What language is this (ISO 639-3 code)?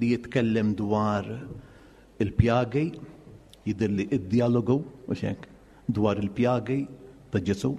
mlt